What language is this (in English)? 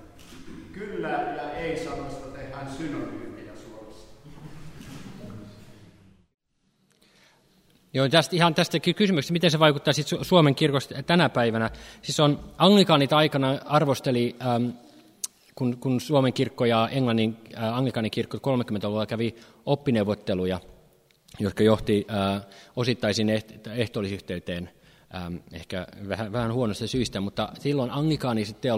Finnish